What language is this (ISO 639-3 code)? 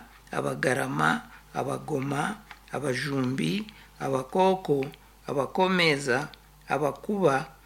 nyn